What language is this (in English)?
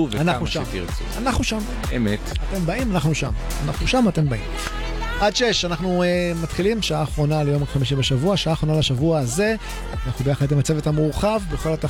Hebrew